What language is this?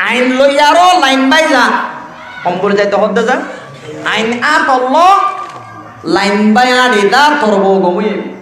Rohingya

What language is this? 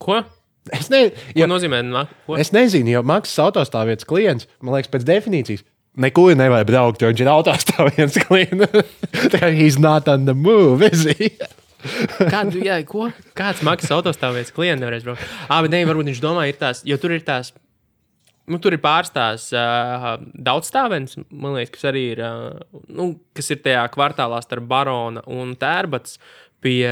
Latvian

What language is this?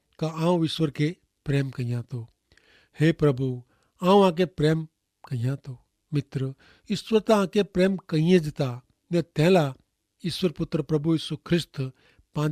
Kachhi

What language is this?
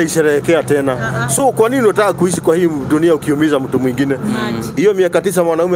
Swahili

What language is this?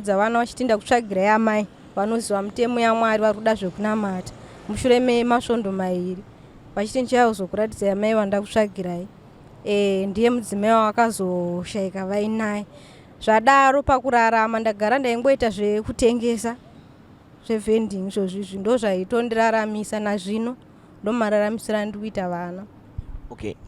Shona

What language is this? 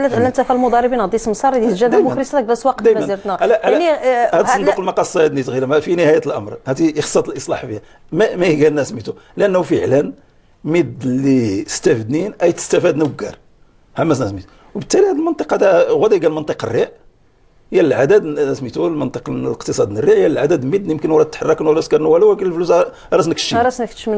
Moroccan Arabic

